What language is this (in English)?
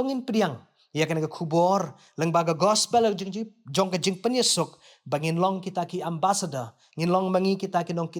Khasi